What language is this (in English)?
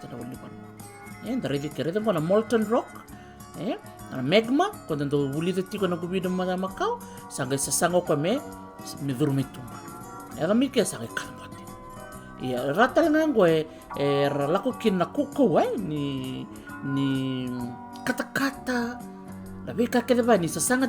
Fijian